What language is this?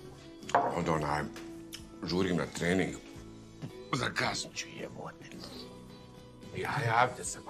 Bosnian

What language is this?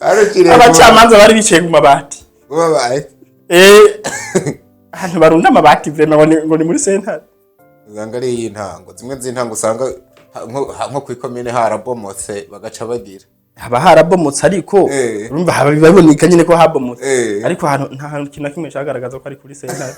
Rundi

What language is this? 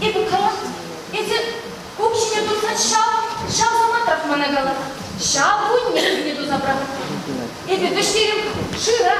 Chuvash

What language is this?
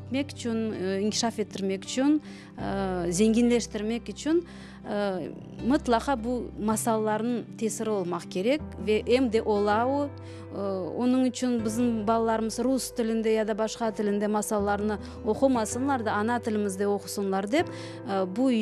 Crimean Tatar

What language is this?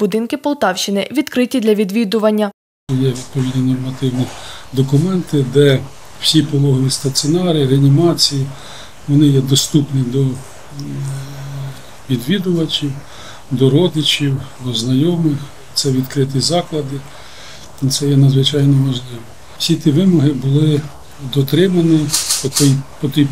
Ukrainian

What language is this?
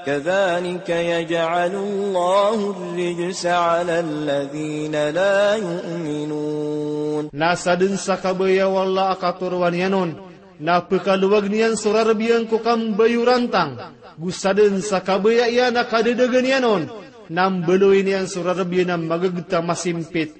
Maranao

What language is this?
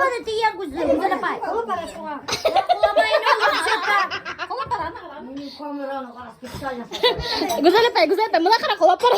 Bashkir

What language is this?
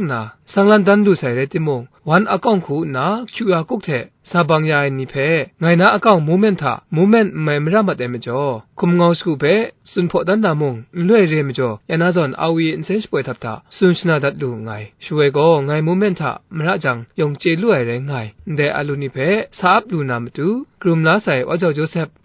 Kachin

